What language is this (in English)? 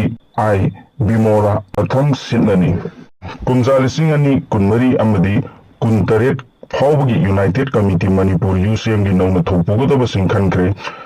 Manipuri